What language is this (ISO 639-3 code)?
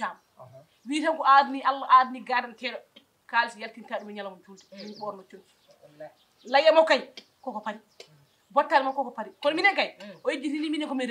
ful